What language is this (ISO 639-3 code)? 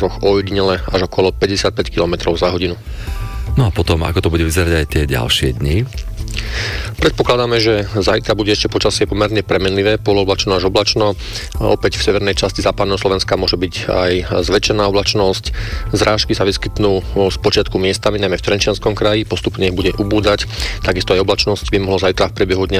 slk